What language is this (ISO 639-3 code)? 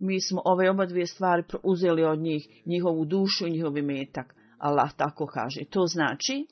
bos